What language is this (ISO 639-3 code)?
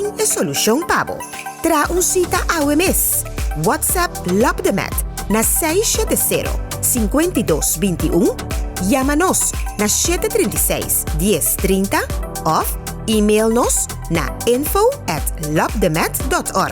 pap